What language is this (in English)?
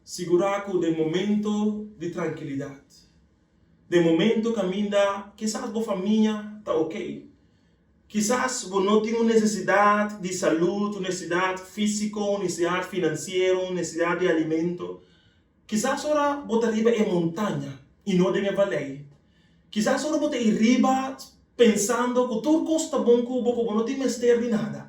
Papiamento